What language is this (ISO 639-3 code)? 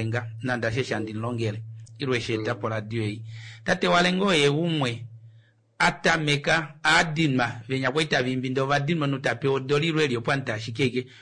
kua